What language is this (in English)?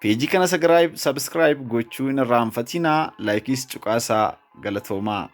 Oromo